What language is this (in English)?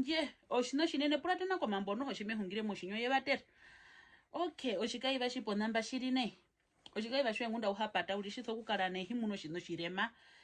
Herero